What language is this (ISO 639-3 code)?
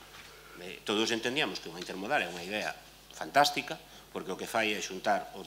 glg